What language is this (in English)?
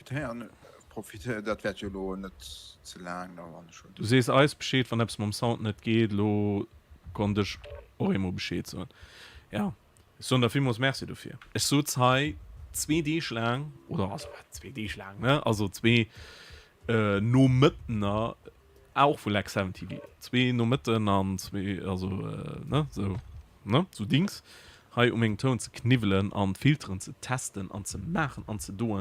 Luxembourgish